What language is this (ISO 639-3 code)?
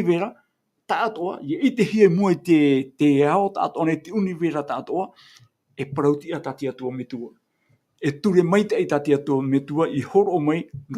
tah